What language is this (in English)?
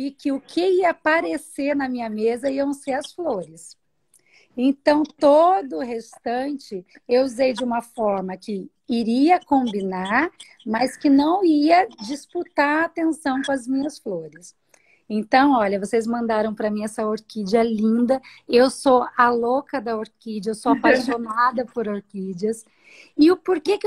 Portuguese